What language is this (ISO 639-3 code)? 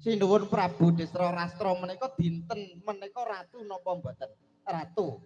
jav